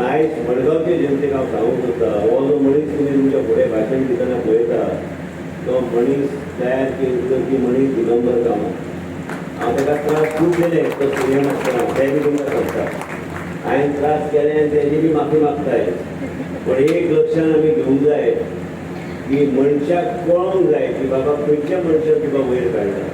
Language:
Konkani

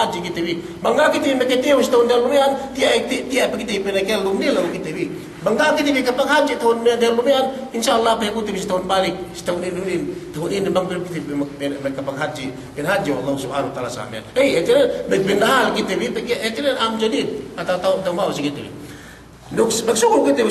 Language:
Yakan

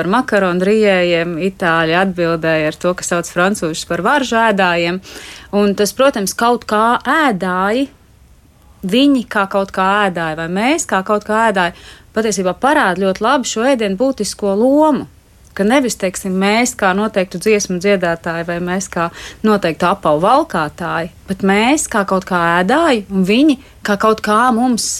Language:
Latvian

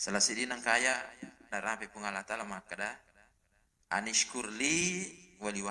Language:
Buginese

